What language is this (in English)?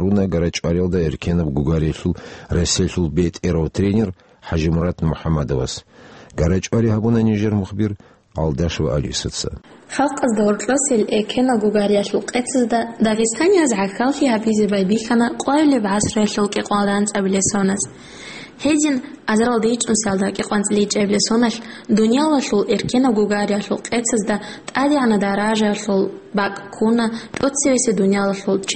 Avaric